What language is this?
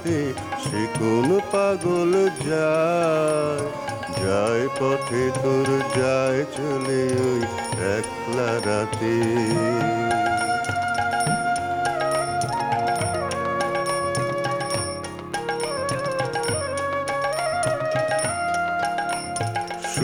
Bangla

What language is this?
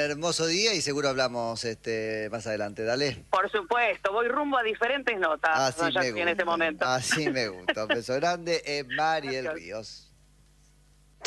Spanish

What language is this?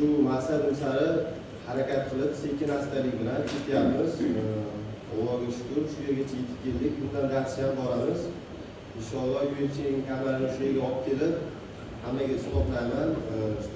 Uzbek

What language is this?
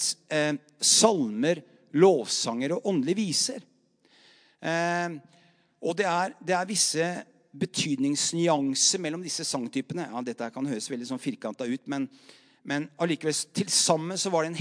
Norwegian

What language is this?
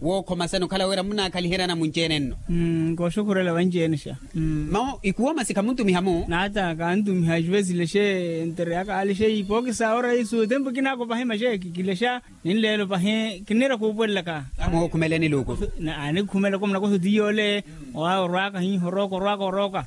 Makhuwa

